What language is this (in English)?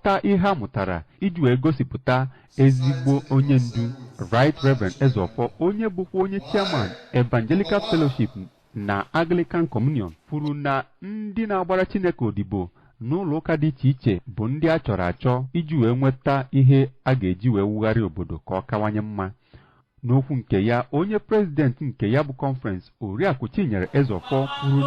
Igbo